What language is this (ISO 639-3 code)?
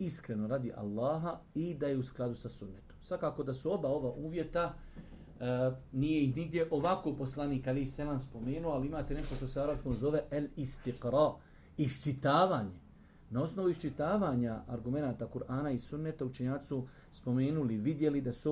bos